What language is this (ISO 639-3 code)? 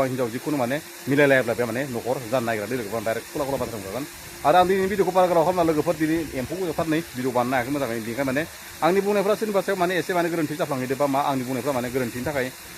brx